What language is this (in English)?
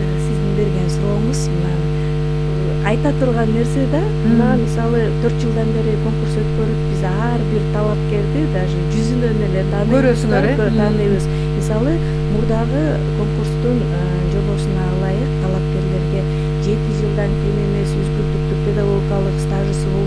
Kyrgyz